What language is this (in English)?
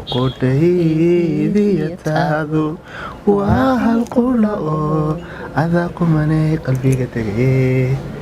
Somali